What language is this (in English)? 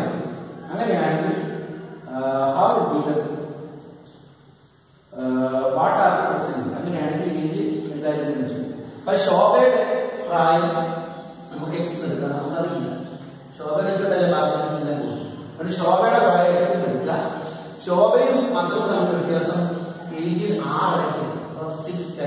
Malayalam